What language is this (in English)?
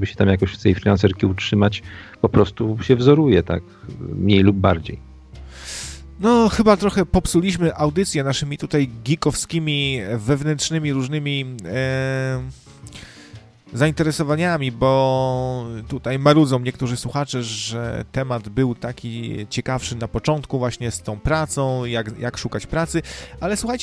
Polish